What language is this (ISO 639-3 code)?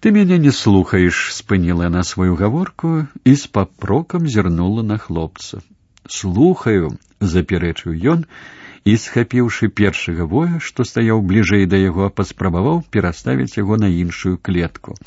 bel